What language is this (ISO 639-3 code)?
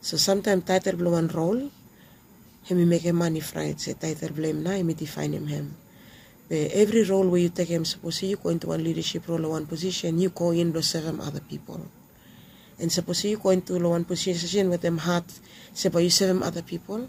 bis